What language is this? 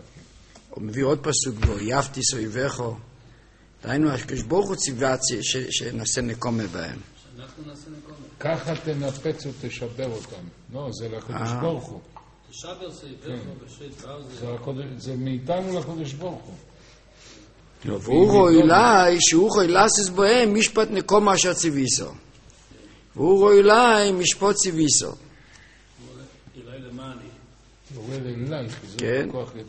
Hebrew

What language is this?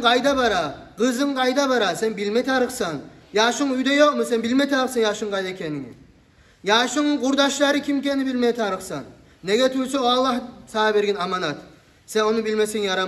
Kumyk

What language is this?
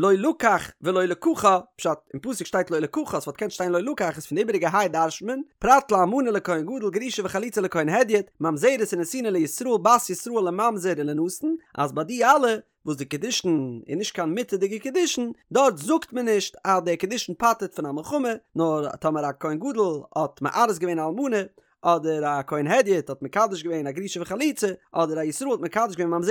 Yiddish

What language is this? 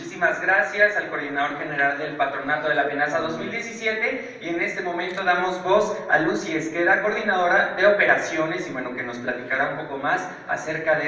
Spanish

